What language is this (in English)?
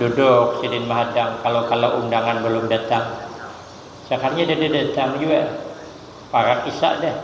Banjar